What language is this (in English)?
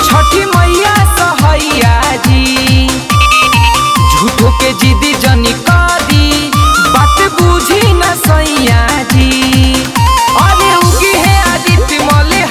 Bhojpuri